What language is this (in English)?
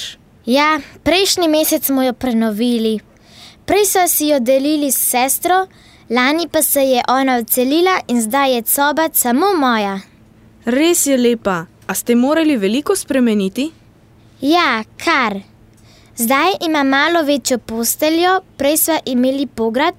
Slovenian